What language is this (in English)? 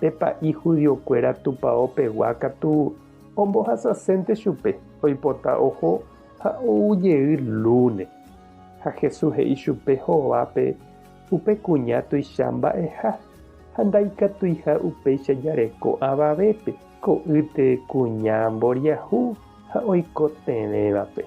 Guarani